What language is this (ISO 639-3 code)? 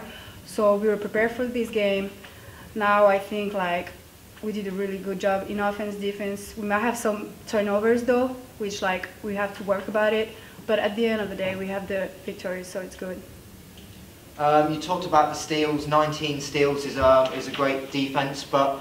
eng